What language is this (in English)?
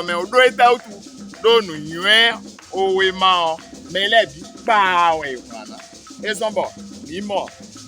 Fon